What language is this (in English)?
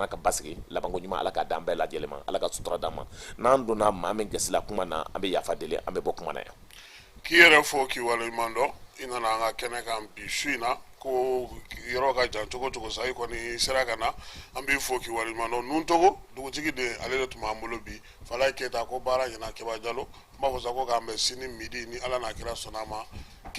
Bambara